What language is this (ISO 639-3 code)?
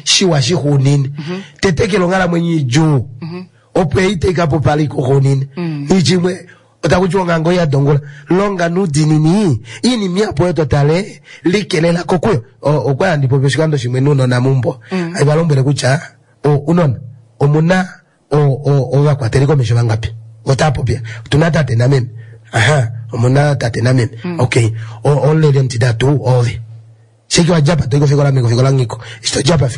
kua